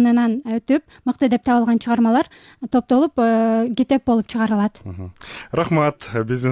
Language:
Kyrgyz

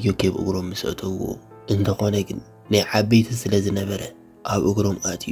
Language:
Tigrinya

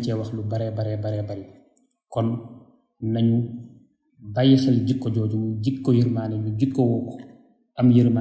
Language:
Wolof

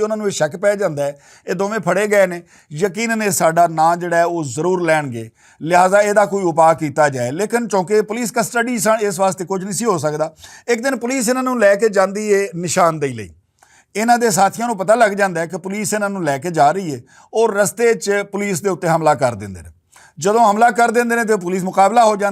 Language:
Western Panjabi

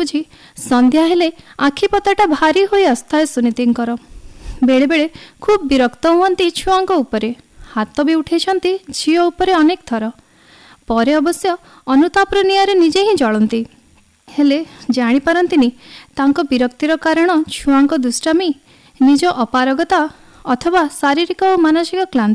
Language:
Odia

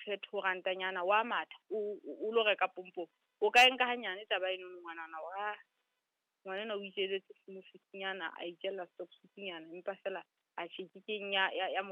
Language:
Southern Sotho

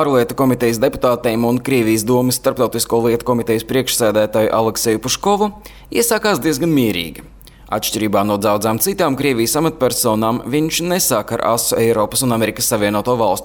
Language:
Latvian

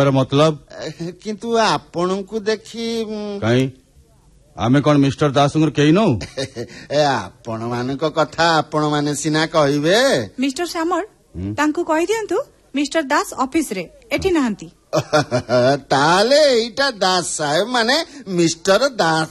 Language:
Odia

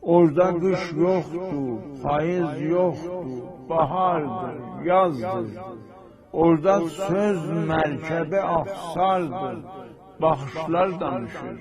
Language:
South Azerbaijani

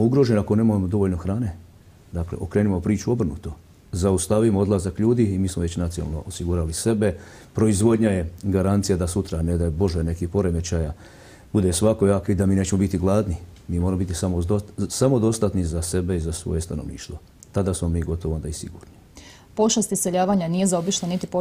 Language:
Croatian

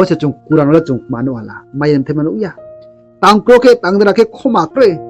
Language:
Riang (India)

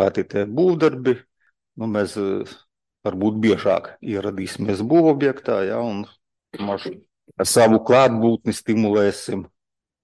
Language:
Latvian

